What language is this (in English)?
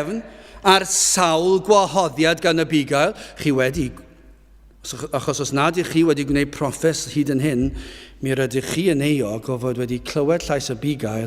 Welsh